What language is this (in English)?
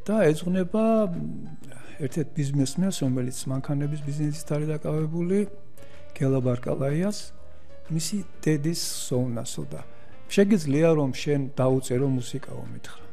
Georgian